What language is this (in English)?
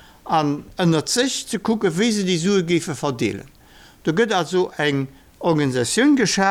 Luxembourgish